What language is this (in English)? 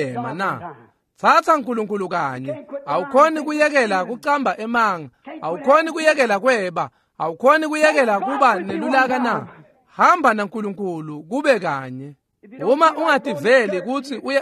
Swati